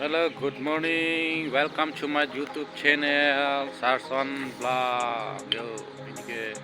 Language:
Karbi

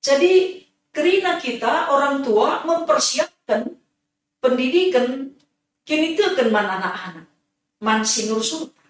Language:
Batak Karo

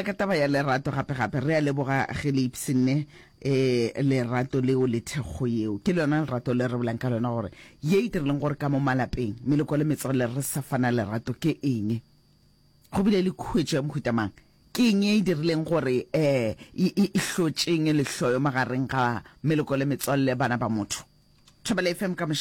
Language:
Northern Sotho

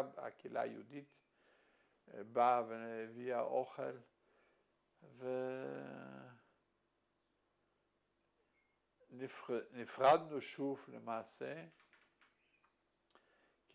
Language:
Hebrew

